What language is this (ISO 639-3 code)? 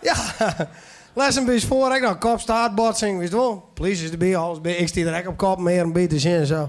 fry